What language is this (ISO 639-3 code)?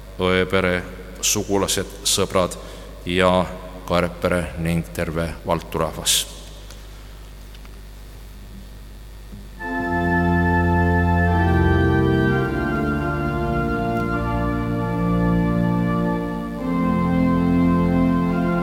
est